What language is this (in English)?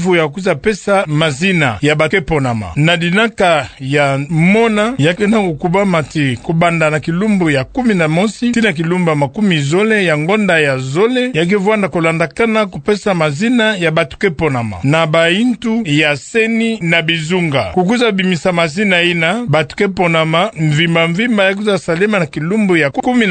Kituba (Democratic Republic of Congo)